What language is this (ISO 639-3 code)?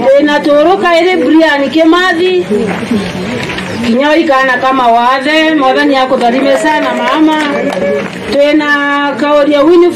mer